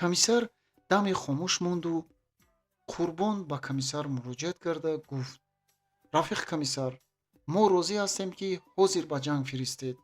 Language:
Tajik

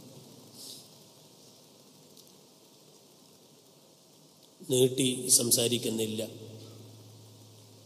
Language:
Malayalam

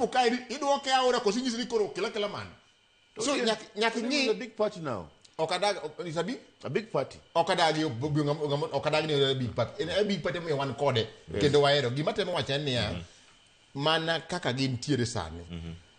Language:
Luo (Kenya and Tanzania)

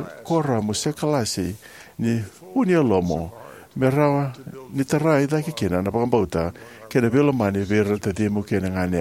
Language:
Fijian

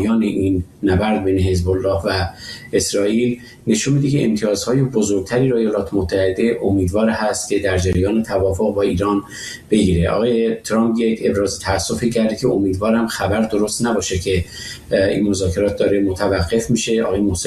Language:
Persian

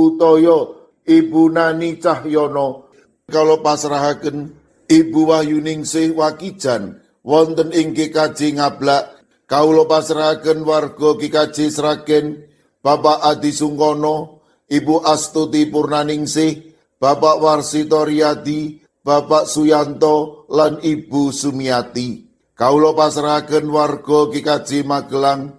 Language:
Javanese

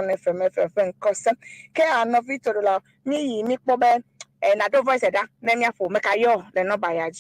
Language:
Ewe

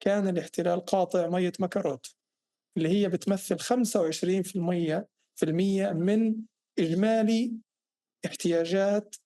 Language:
North Levantine Arabic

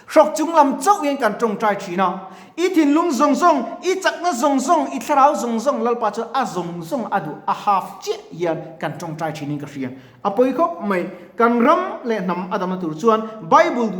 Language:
Mizo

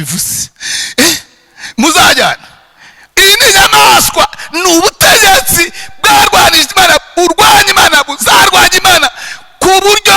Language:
Kinyarwanda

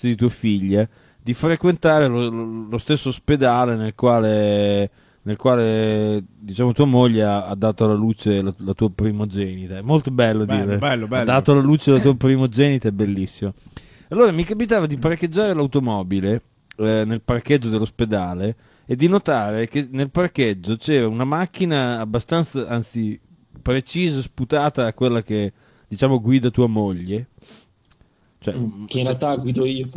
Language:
Italian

